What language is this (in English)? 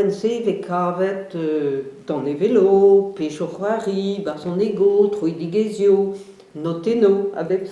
Breton